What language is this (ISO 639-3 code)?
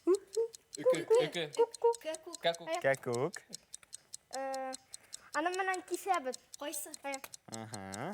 bak